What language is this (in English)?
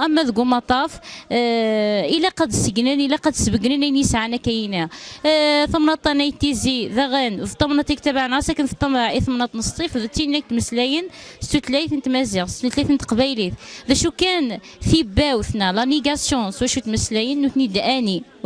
Kabyle